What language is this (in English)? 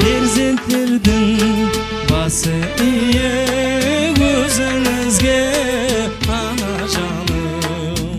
Kara-Kalpak